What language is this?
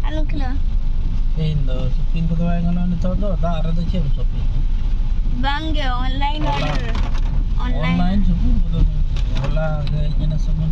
Santali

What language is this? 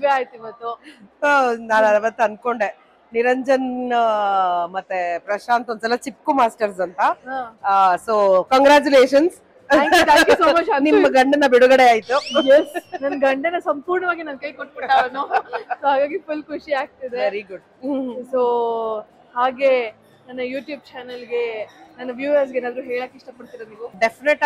Kannada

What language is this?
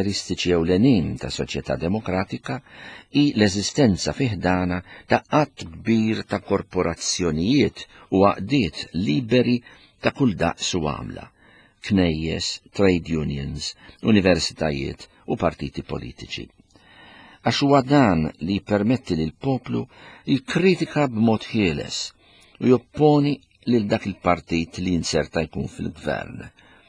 Maltese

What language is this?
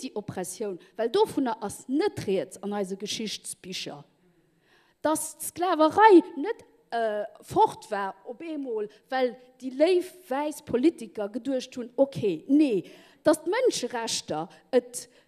Luxembourgish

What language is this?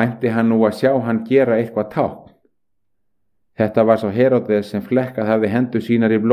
Icelandic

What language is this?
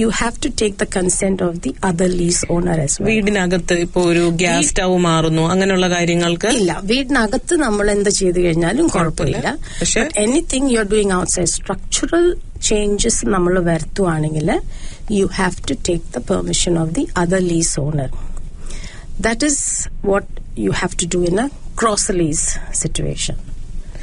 Malayalam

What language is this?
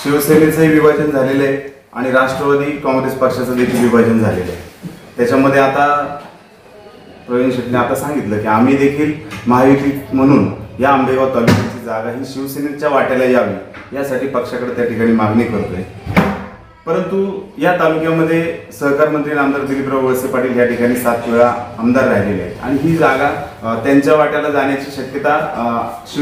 Marathi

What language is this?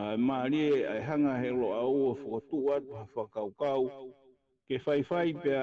Tongan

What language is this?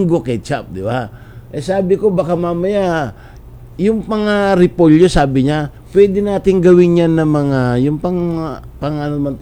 Filipino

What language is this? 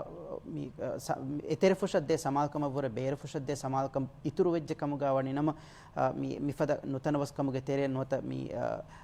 Divehi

